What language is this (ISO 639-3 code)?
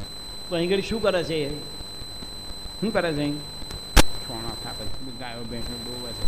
guj